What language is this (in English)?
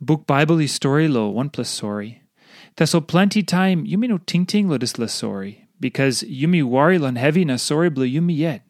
Tok Pisin